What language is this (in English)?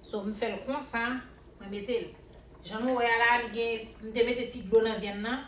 Haitian Creole